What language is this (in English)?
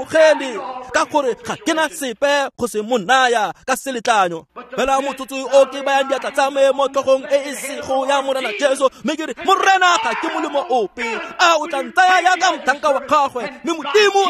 Tswana